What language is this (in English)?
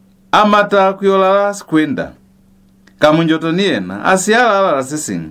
Lozi